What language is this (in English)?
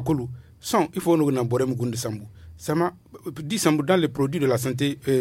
Zarma